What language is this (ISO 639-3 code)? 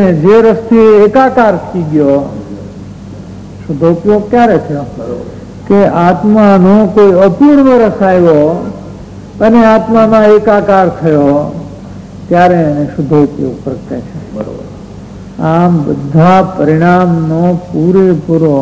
guj